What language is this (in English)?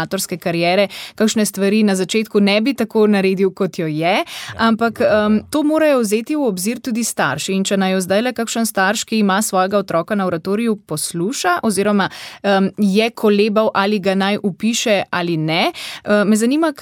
Slovenian